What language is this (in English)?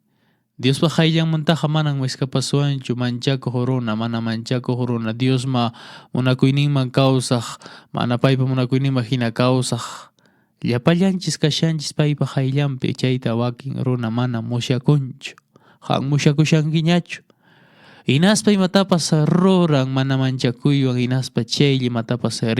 Quechua